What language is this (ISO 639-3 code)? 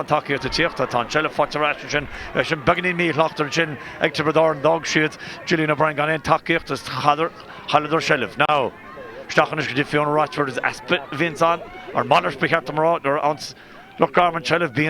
gle